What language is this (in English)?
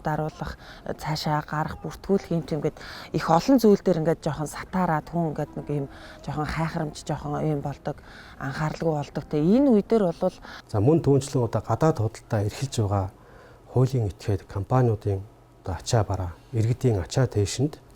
Mongolian